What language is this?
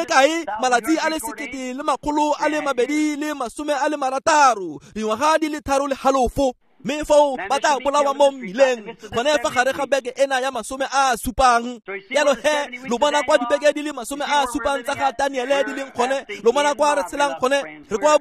Tswana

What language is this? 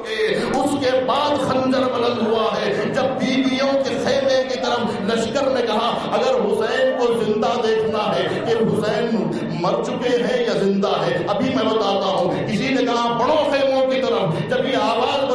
Urdu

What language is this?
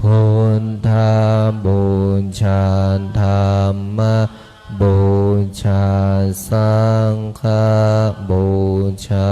Pali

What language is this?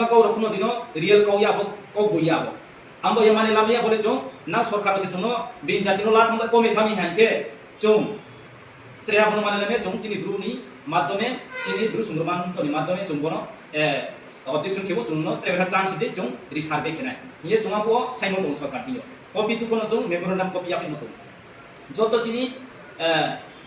Riang (India)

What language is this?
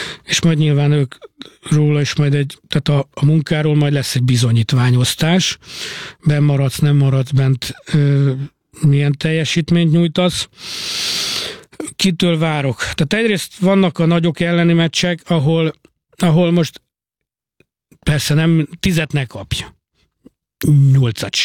Hungarian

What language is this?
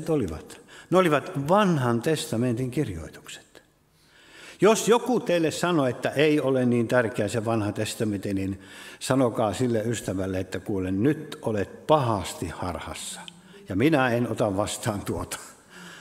Finnish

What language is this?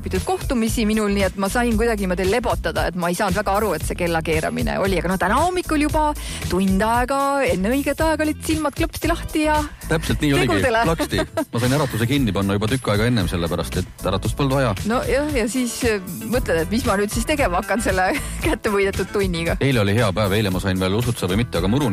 Estonian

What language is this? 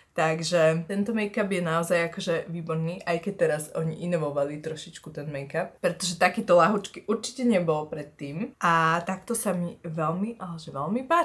Slovak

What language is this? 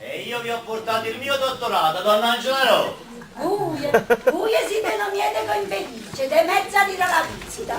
Neapolitan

